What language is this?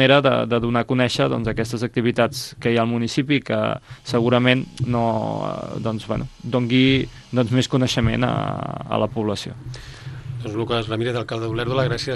Catalan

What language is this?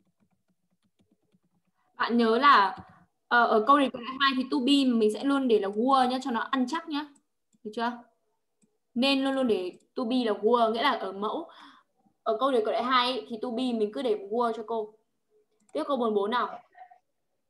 Vietnamese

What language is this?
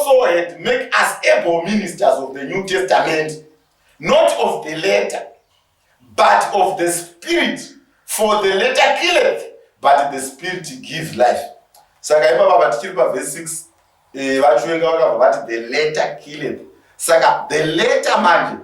Shona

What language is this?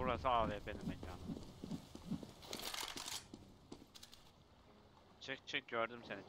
Turkish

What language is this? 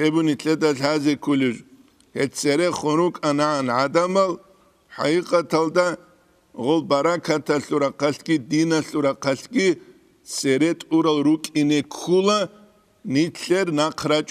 Avaric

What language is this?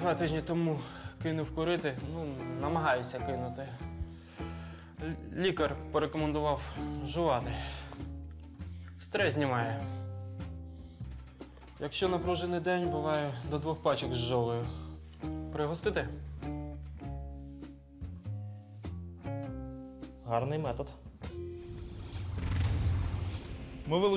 Ukrainian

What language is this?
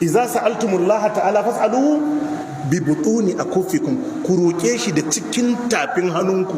Hausa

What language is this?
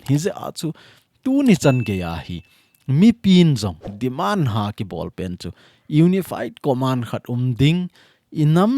Thado Chin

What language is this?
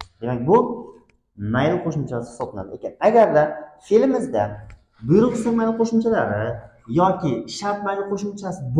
Uzbek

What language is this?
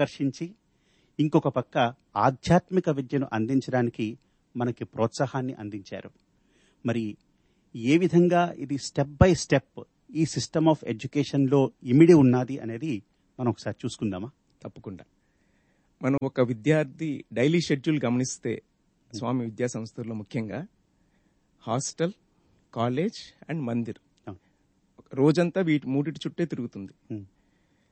Telugu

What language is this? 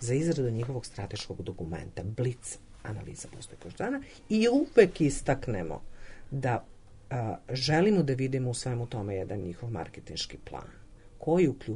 Serbian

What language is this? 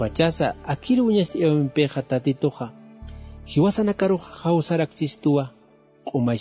Aymara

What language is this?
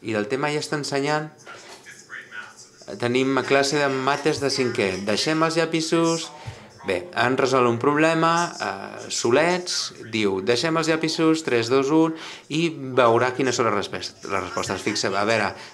Catalan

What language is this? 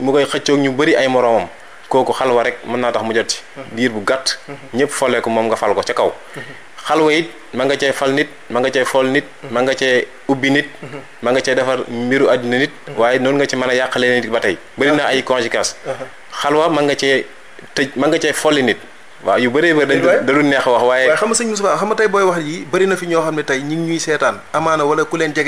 Wolof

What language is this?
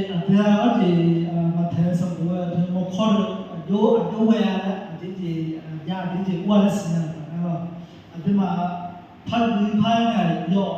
Akha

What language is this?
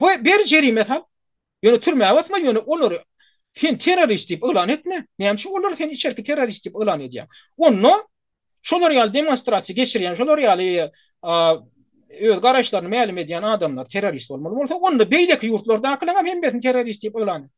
Turkmen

